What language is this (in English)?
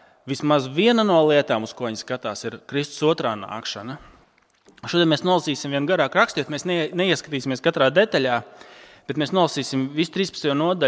Latvian